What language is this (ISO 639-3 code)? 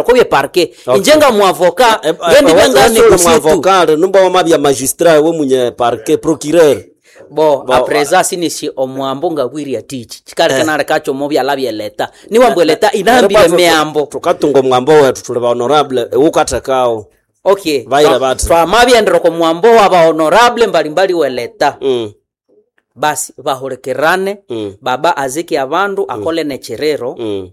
nnb